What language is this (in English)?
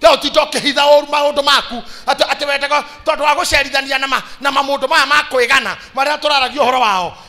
Kikuyu